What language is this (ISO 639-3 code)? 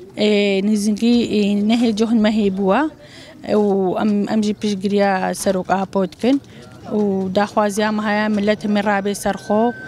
kur